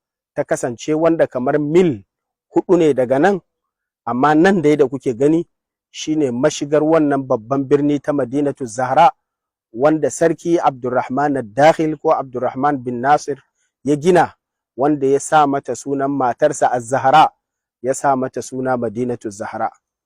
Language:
Hausa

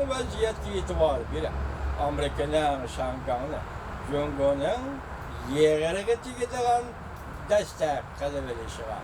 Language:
Uyghur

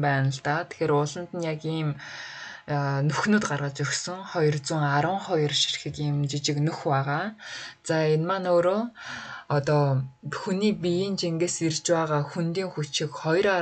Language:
Mongolian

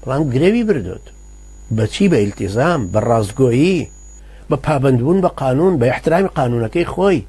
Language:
Central Kurdish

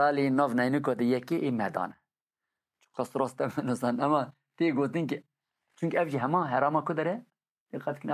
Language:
Kurdish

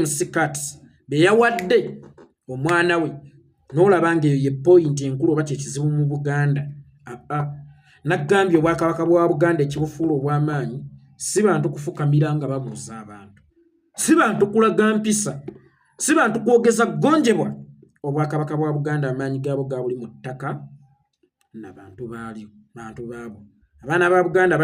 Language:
Ganda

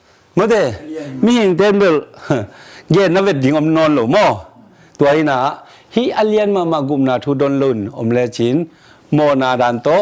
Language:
Tedim Chin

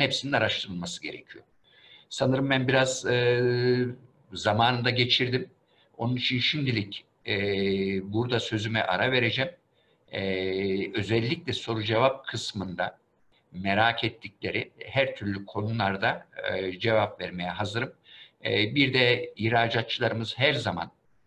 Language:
Turkish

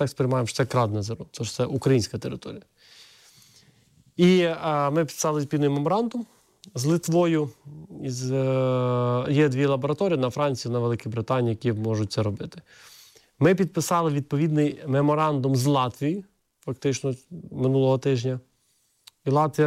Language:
Ukrainian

